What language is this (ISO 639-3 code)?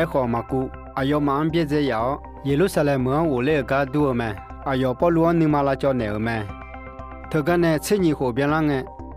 ahk